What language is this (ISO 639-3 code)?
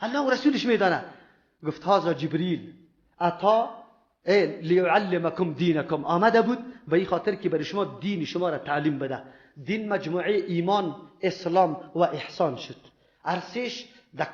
fas